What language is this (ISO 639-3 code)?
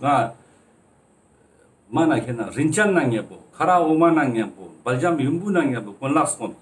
lbj